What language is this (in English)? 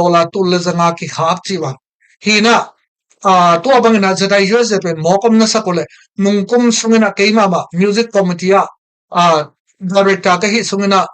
Tedim Chin